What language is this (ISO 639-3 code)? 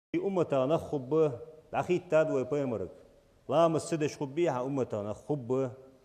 inh